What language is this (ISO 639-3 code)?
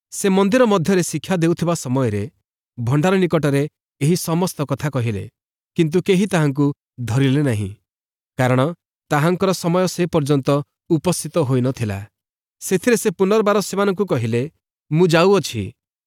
ori